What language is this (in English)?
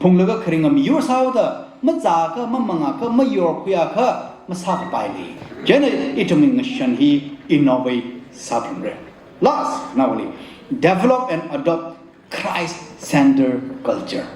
Tangkhul Naga (India)